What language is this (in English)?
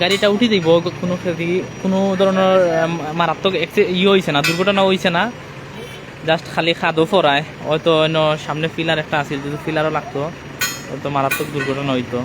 Sylheti